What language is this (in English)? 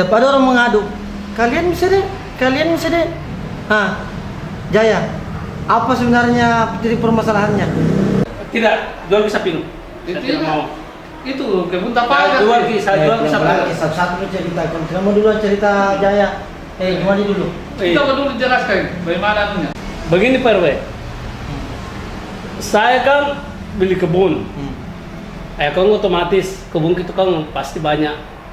Makassar Malay